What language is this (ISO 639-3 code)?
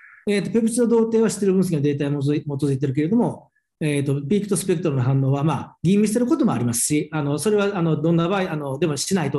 jpn